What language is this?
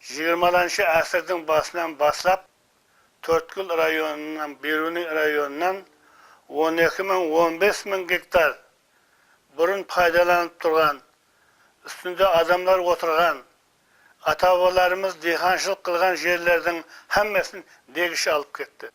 Kara-Kalpak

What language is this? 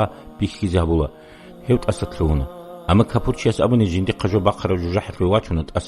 Avaric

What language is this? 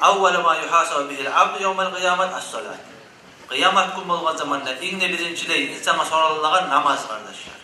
Kumyk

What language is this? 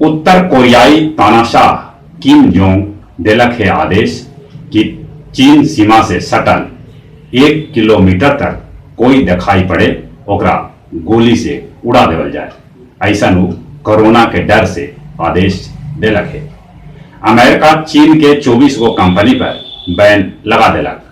Magahi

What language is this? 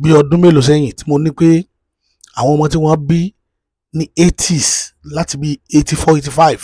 Yoruba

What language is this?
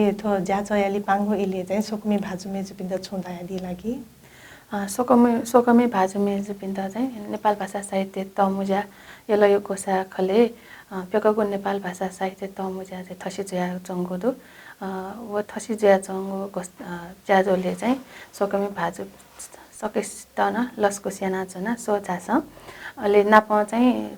Newari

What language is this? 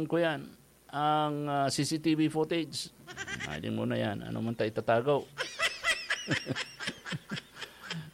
Bikol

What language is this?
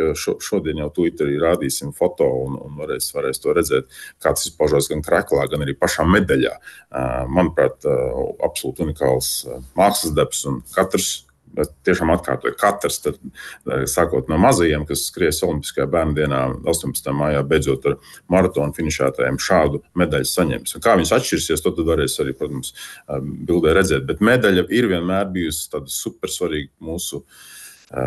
Latvian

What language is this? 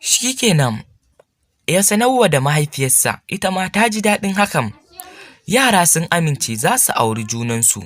Hausa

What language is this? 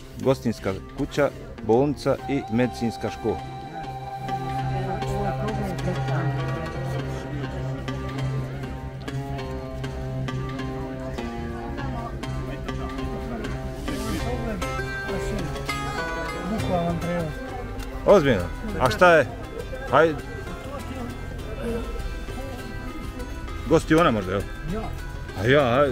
Bosnian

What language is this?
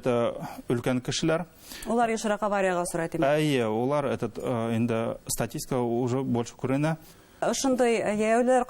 Bashkir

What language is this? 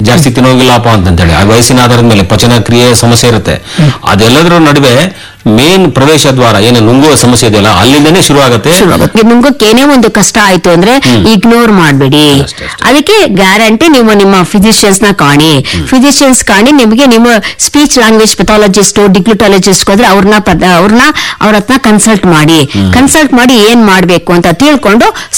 Kannada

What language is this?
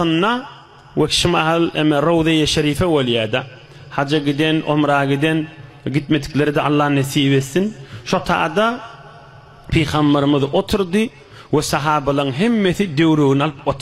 Turkmen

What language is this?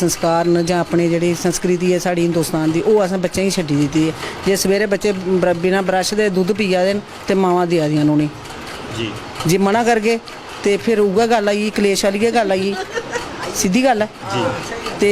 Dogri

